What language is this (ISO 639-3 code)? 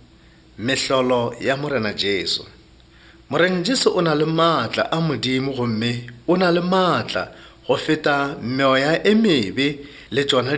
nso